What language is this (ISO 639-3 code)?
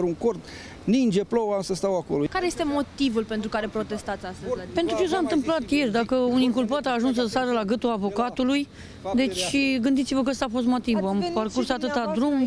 ron